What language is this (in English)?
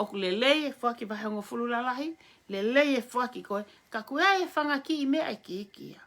Tongan